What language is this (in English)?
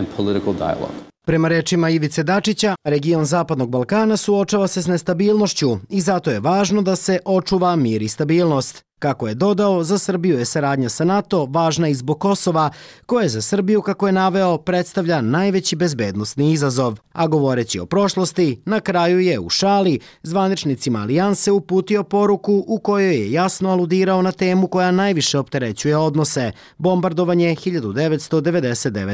Serbian